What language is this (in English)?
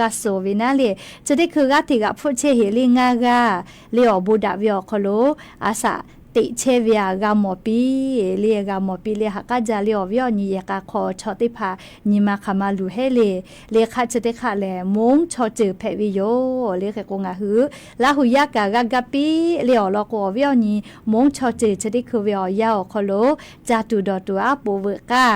Lahu